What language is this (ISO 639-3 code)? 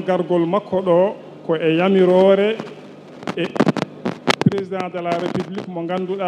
ful